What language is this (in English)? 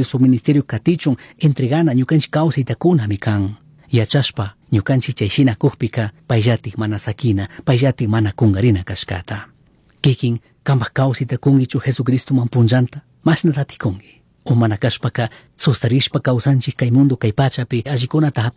Chimborazo Highland Quichua